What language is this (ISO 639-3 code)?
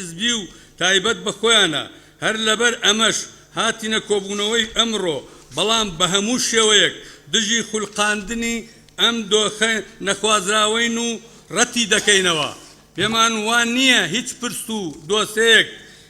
ckb